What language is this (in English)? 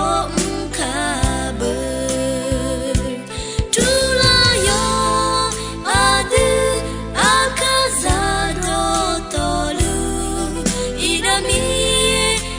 Akha